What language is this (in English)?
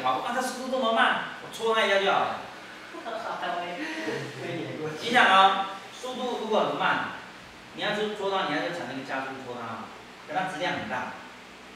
Chinese